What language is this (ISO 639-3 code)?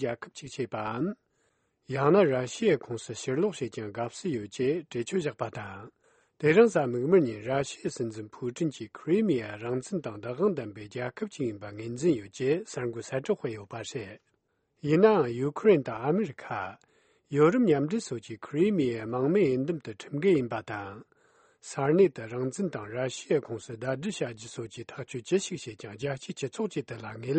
lav